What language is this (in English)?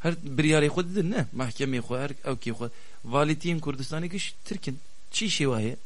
Kurdish